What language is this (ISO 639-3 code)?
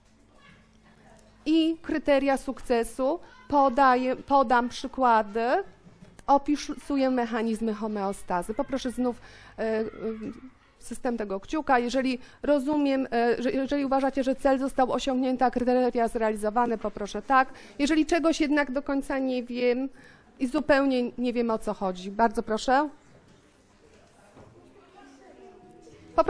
pol